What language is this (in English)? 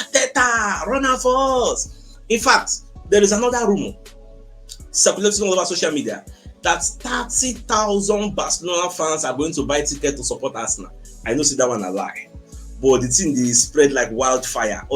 Nigerian Pidgin